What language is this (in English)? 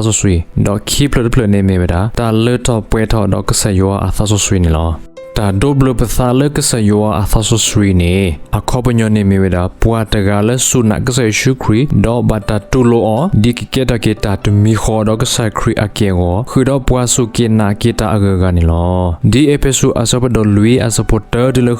S'gaw Karen